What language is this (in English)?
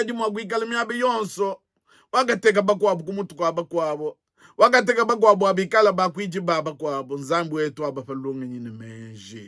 Luba-Lulua